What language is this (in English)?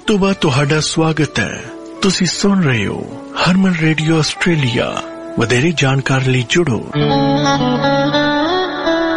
Punjabi